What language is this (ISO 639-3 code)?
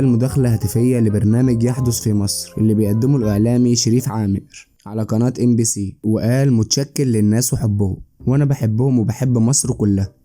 arz